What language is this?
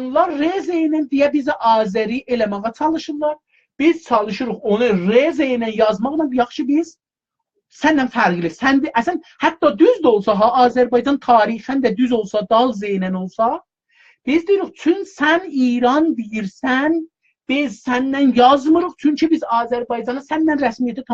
South Azerbaijani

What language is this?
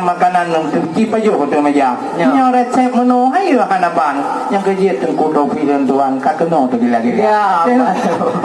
Achinese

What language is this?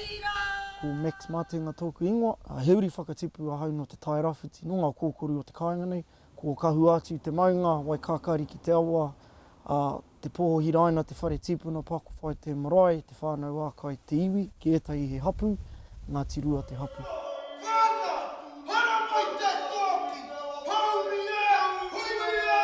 Māori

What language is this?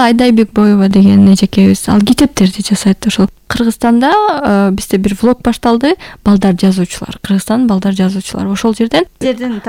Kyrgyz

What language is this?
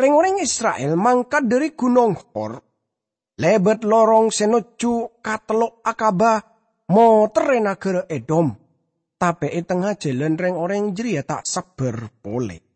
Madurese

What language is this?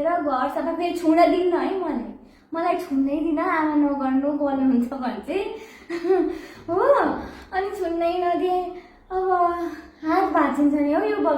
Nepali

